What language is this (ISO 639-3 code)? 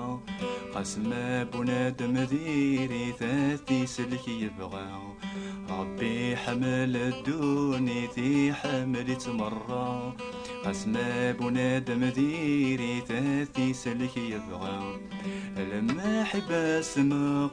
kab